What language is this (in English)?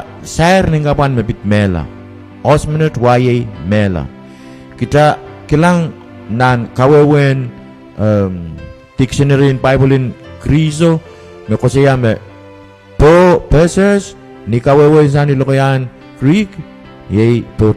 Pohnpeian